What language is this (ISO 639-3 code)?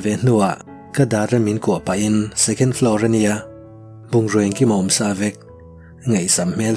lus